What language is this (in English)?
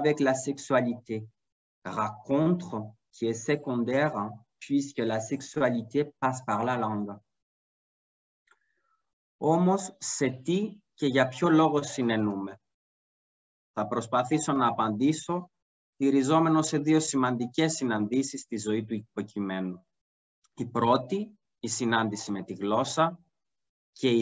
Greek